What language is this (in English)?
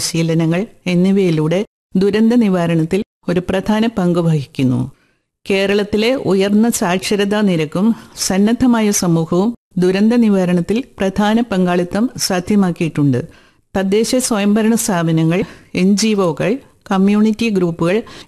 Malayalam